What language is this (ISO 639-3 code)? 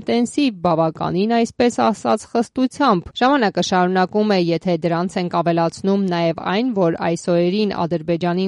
hye